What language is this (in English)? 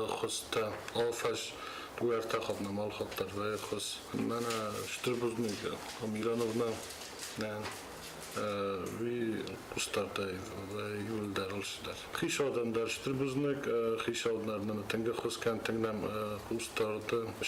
Ossetic